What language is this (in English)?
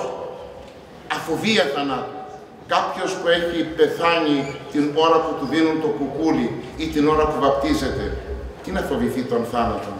Greek